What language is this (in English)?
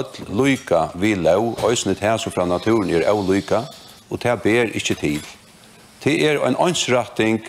Faroese